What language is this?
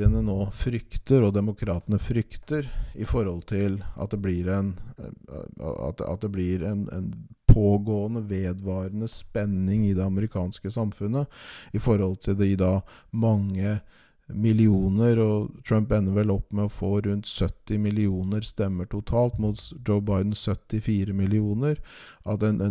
Norwegian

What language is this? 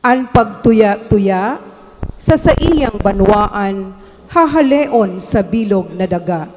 Bikol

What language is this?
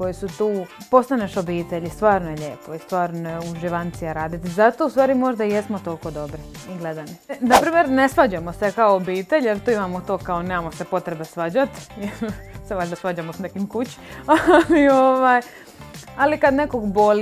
Croatian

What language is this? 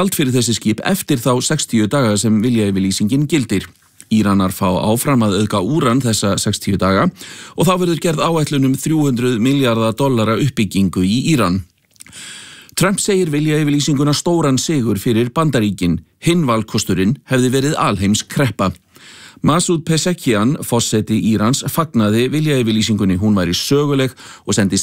Icelandic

